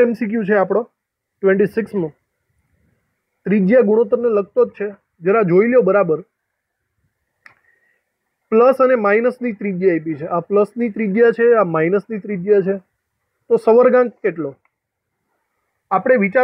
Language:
Gujarati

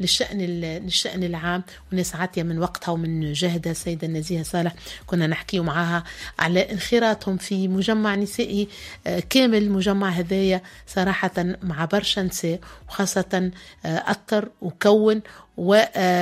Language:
Tunisian Arabic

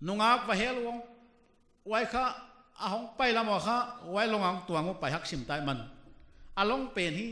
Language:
Paite Chin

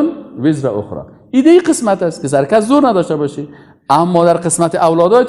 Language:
Persian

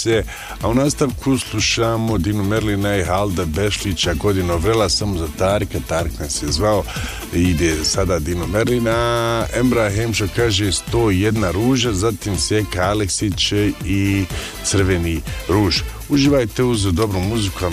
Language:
Bosnian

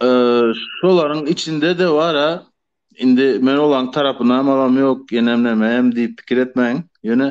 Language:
Turkmen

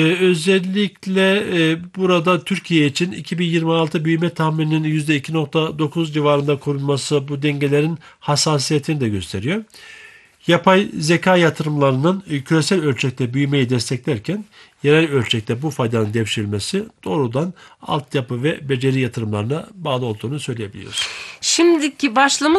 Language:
Turkish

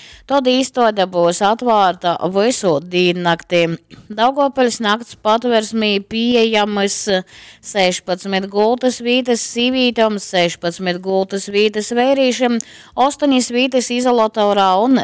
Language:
Latgalian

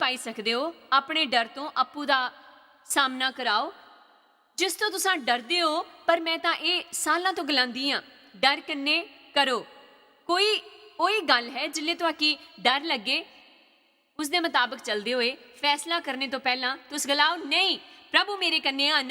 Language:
Dogri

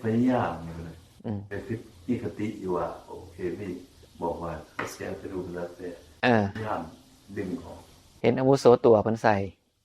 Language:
Northeastern Thai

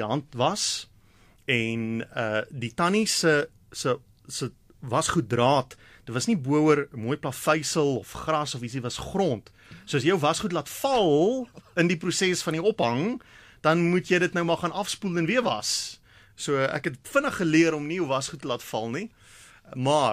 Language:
Afrikaans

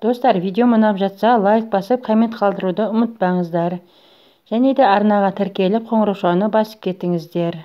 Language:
Kazakh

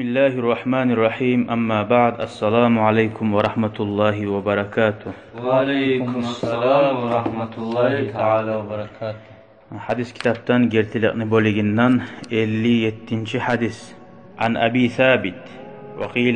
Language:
Kumyk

